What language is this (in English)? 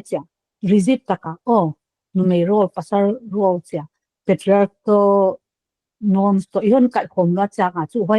Paite Chin